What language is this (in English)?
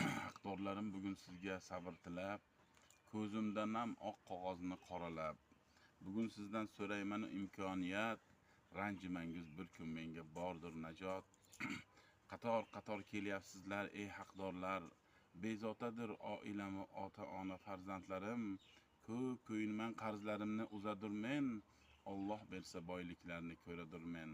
Uzbek